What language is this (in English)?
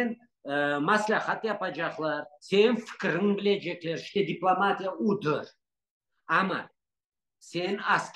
Crimean Tatar